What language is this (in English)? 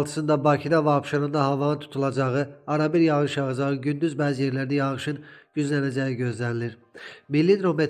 Azerbaijani